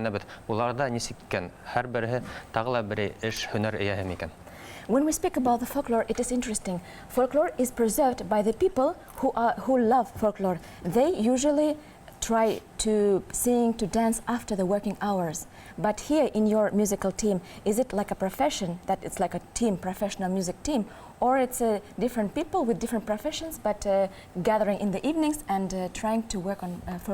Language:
Bashkir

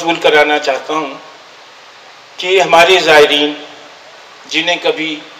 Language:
Urdu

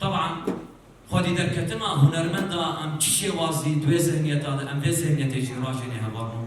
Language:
Kurdish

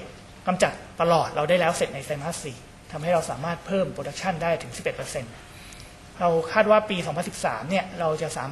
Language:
Thai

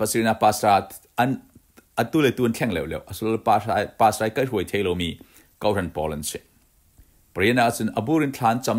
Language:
Falam Chin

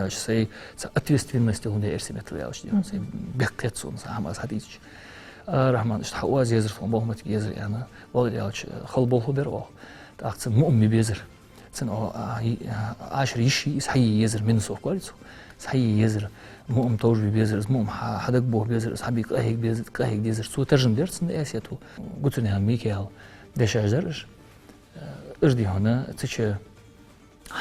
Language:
Ingush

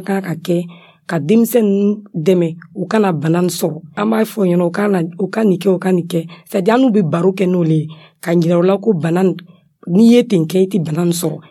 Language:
Dyula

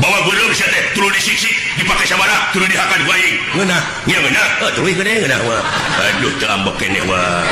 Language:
Sundanese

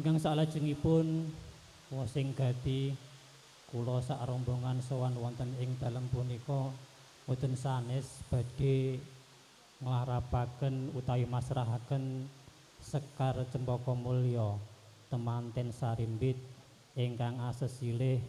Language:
Javanese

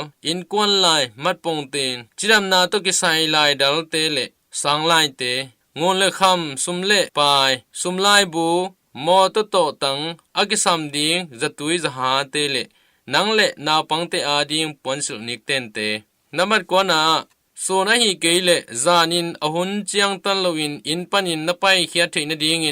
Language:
Tedim Chin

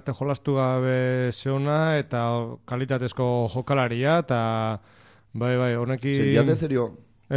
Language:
Basque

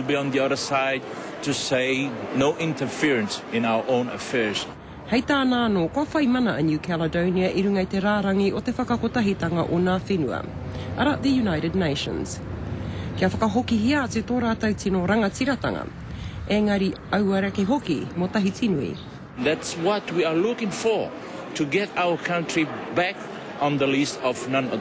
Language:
Māori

